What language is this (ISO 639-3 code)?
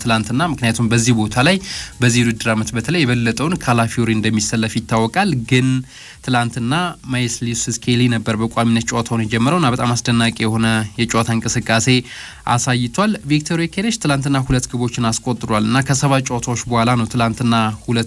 amh